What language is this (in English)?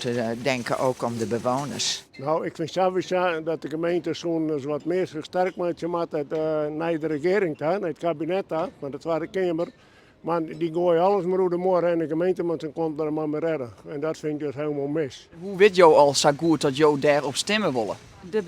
Western Frisian